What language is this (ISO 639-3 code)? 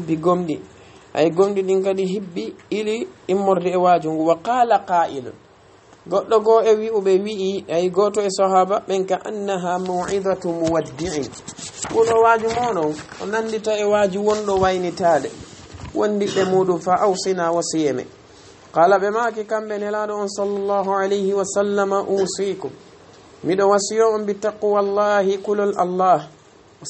ful